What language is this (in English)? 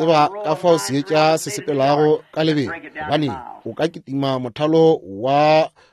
Northern Sotho